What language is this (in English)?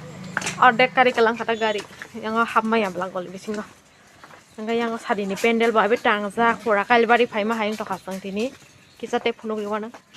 Kok Borok